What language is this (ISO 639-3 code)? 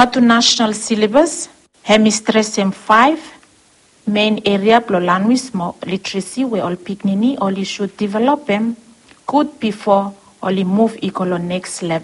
bis